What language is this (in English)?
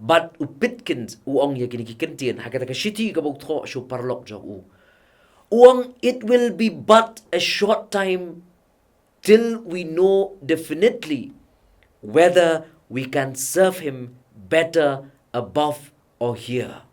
Khasi